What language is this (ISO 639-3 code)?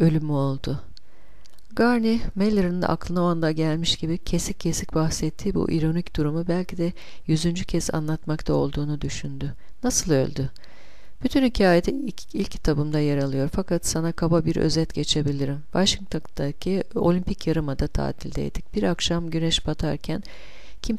tur